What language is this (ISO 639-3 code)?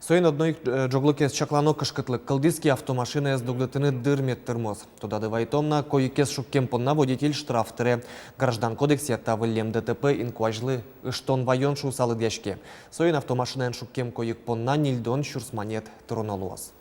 udm